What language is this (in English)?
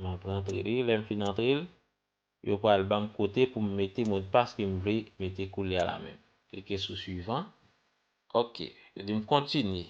Haitian Creole